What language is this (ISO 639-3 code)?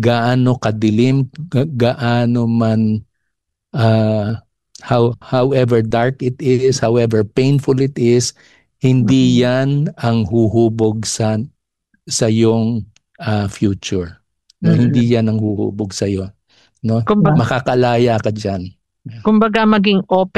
fil